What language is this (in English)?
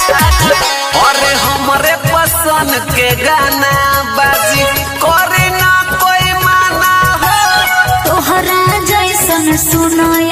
Bhojpuri